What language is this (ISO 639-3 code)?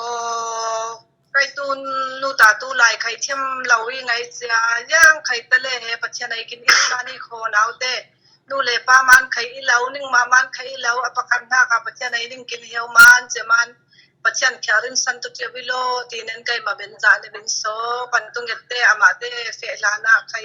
cfm